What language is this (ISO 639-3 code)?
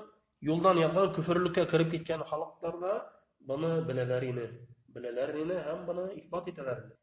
bak